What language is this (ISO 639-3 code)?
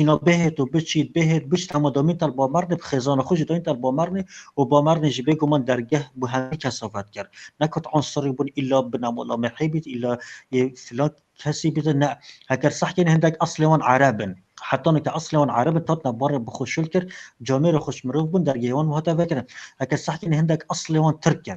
kur